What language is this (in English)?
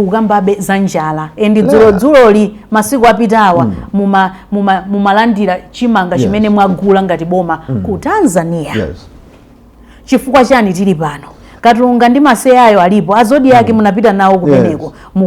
Nyanja